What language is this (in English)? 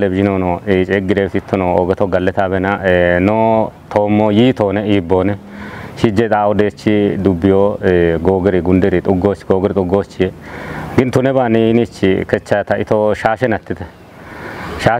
Kafa